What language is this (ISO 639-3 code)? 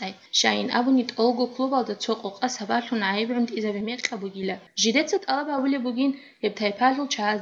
ava